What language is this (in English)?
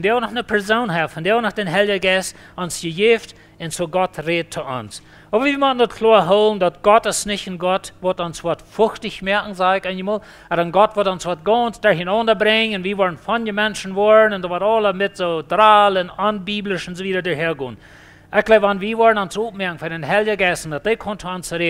Plautdietsch